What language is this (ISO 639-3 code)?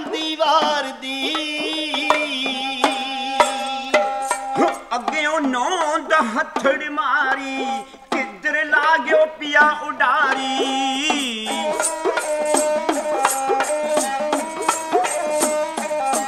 pan